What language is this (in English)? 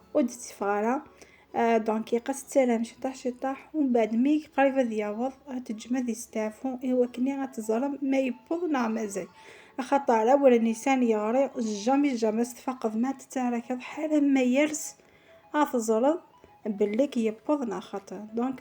Kabyle